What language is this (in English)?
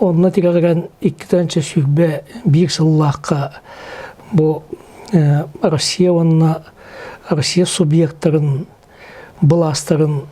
Yakut